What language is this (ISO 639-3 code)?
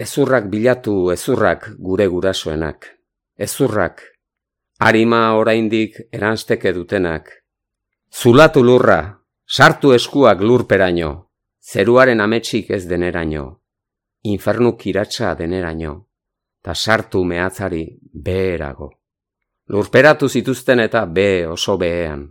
eus